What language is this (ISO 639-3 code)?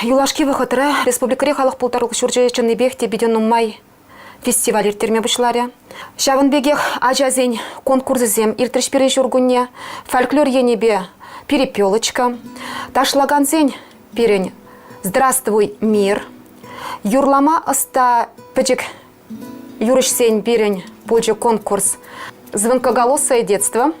chv